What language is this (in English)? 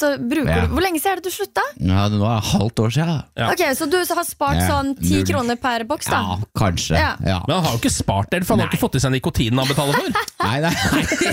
Norwegian